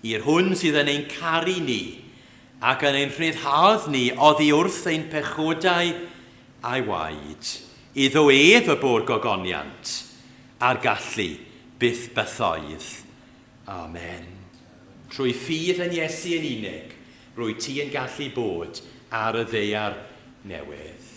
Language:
Welsh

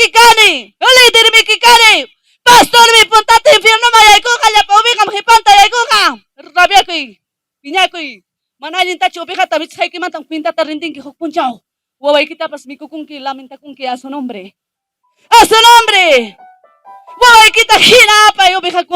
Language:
Ayacucho Quechua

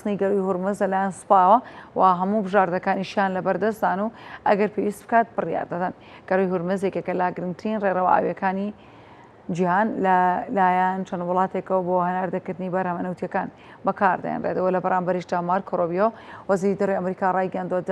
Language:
Central Kurdish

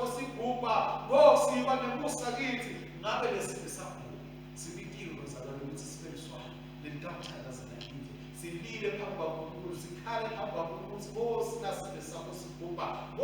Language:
Swati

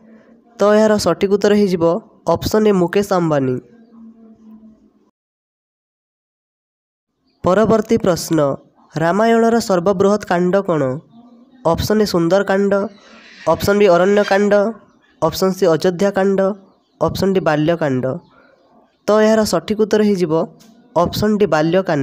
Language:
Odia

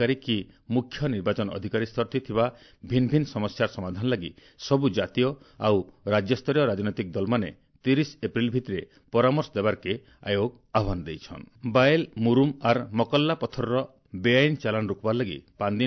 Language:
Odia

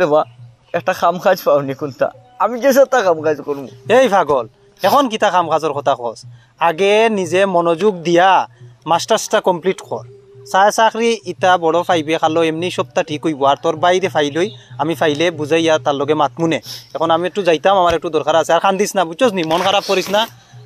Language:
Sylheti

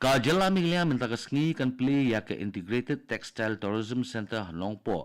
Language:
Khasi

